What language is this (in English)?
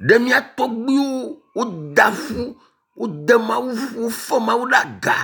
Ewe